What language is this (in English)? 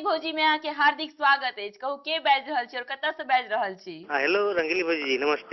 Maithili